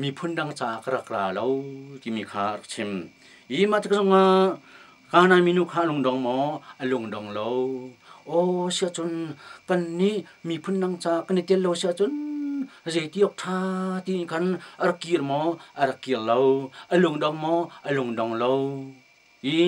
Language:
Hakha Chin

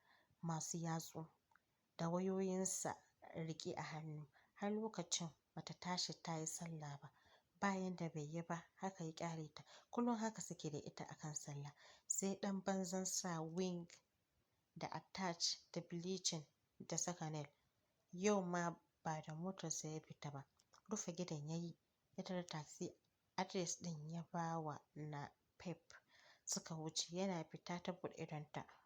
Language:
Hausa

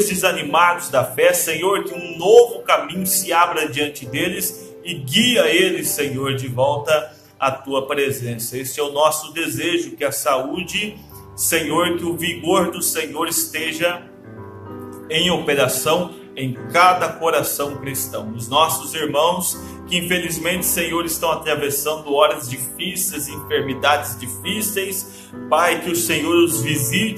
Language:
Portuguese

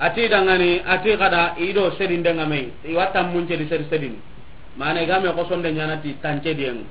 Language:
Soninke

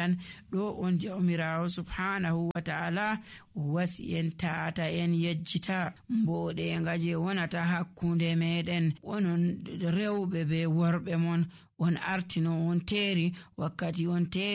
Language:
Nigerian Fulfulde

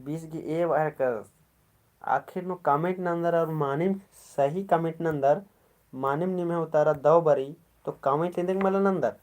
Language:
Kurukh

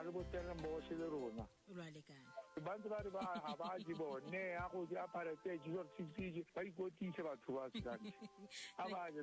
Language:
Tswana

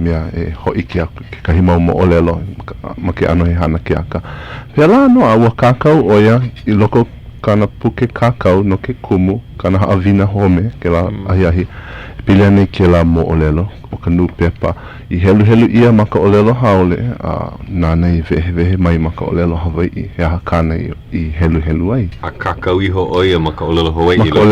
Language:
Hawaiian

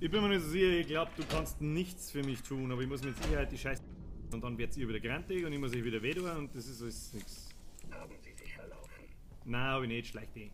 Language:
Bavarian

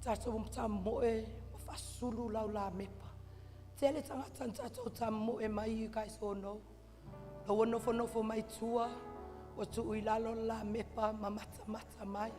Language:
Samoan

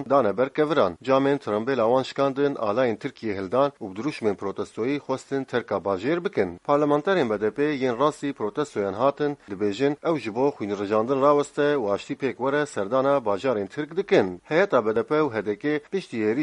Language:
Kurdish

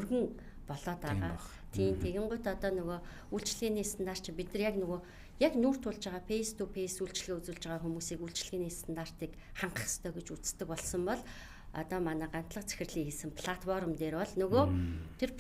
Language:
Mongolian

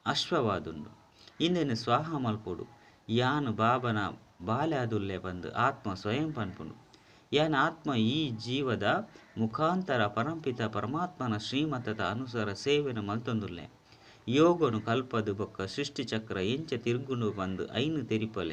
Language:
Tulu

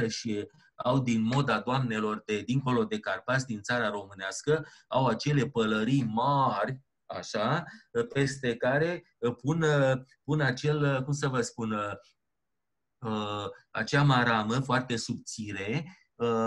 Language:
Romanian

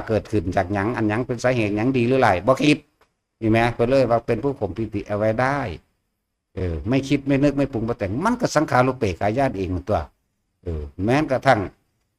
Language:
Northeastern Thai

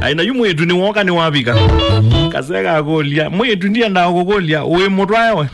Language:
Kamba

